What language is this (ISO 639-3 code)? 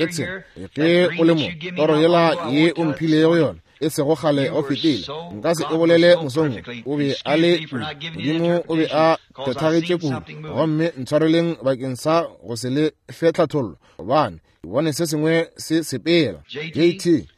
nso